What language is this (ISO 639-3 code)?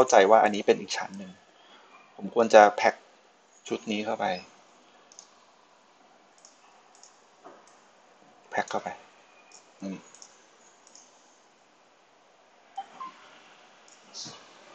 tha